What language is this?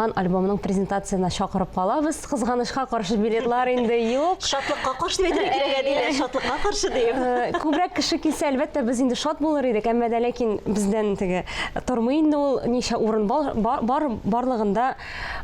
Tatar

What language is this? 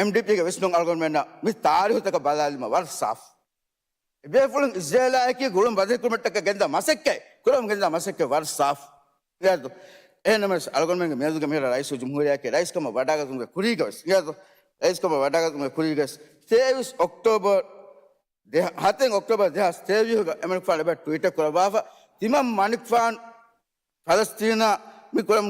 Divehi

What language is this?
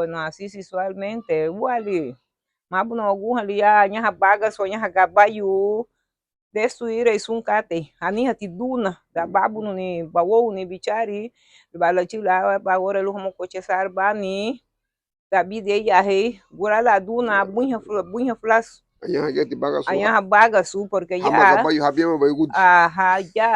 Garifuna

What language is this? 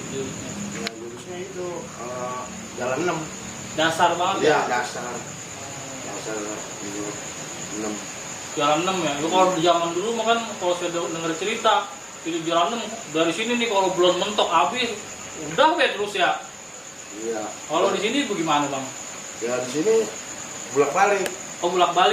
Betawi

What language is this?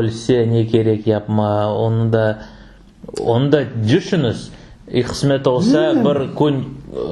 Crimean Tatar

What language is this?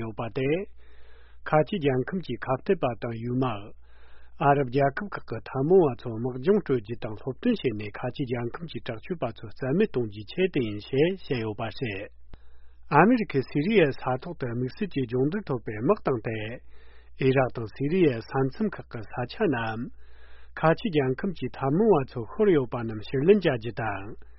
Tibetan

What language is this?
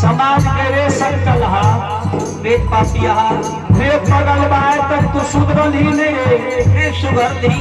Maithili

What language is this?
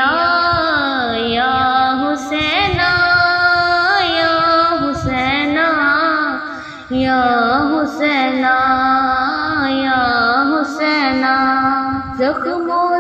Urdu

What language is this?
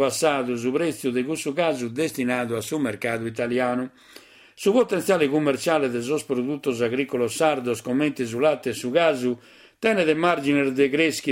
Sardinian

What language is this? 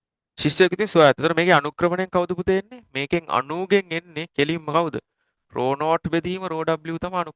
Sinhala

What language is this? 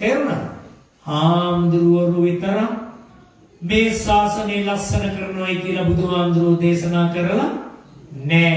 Sinhala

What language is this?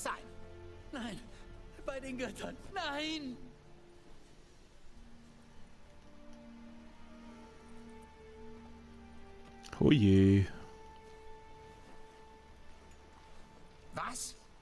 German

